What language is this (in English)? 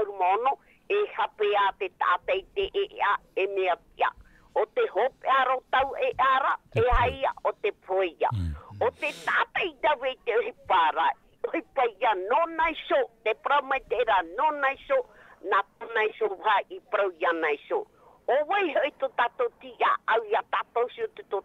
Tahitian